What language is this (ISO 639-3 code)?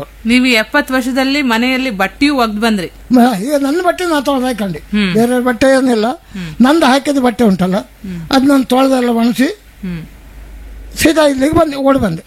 kan